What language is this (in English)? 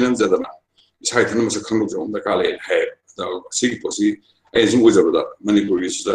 Manipuri